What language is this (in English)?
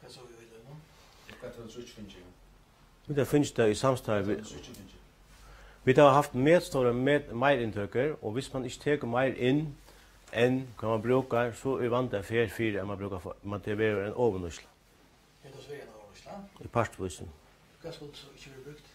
Faroese